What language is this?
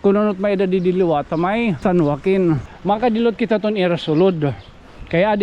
Waray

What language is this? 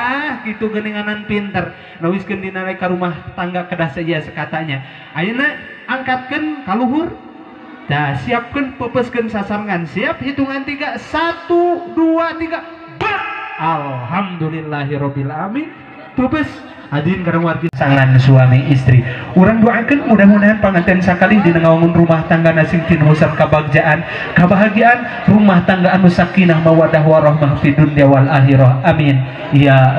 Sundanese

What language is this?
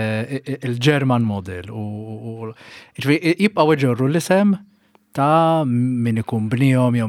Maltese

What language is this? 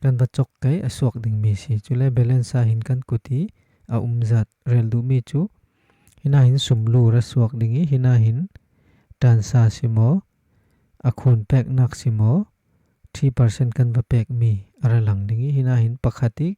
Falam Chin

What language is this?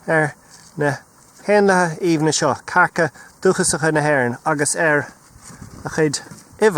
Irish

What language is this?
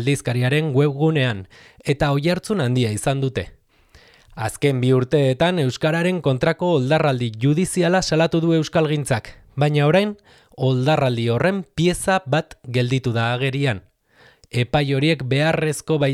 Basque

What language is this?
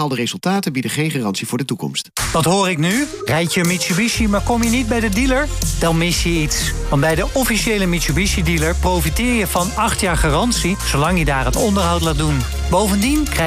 Dutch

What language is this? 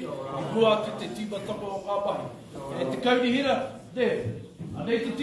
Māori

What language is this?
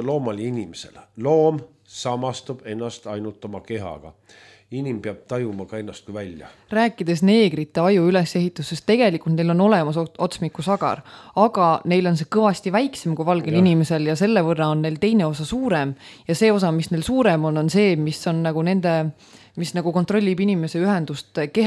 Estonian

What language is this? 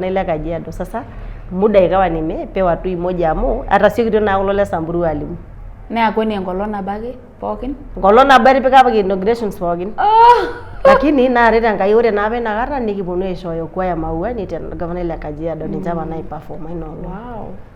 Masai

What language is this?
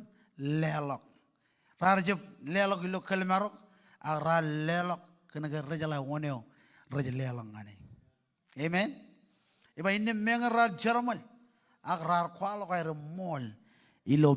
Marshallese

